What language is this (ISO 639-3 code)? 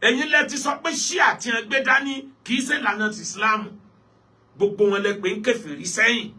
yor